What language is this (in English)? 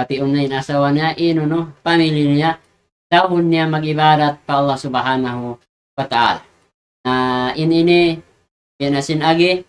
Tausug